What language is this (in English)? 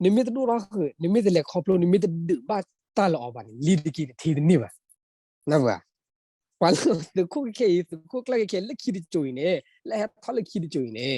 S'gaw Karen